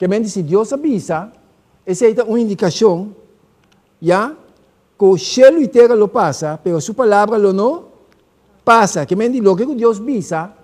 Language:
Papiamento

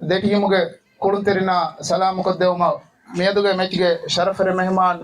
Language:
Divehi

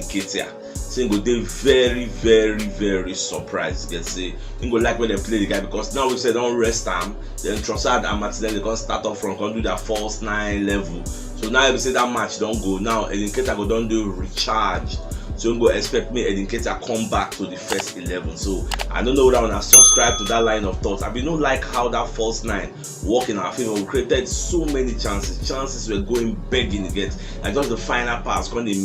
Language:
Nigerian Pidgin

